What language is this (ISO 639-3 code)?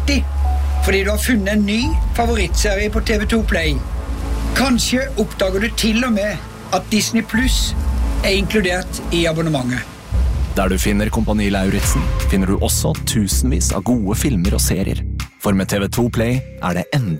nor